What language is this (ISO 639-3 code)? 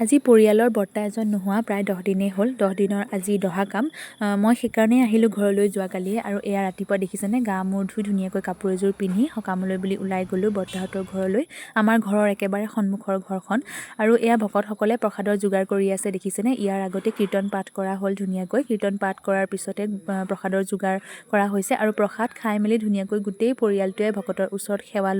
asm